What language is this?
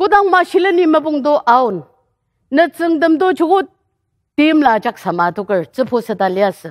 Ao Naga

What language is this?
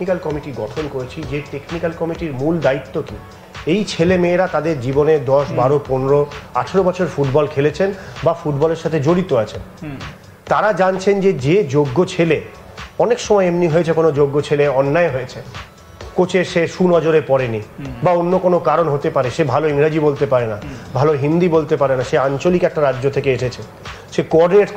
Bangla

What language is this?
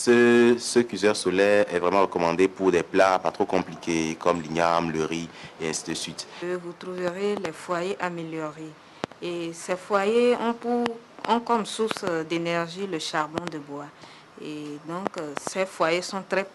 French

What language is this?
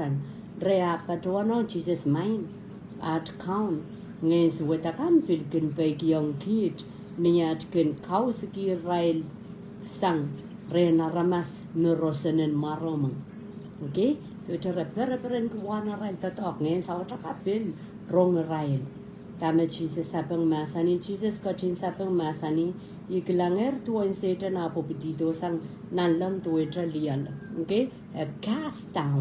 Pohnpeian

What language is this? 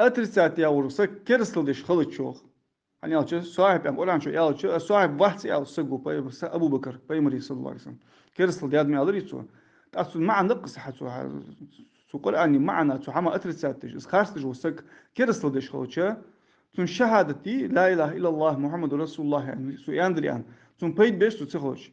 Ingush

